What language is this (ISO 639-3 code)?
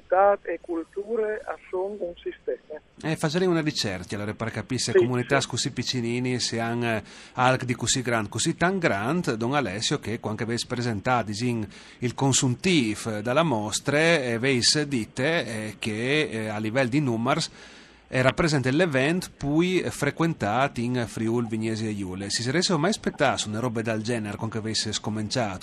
fur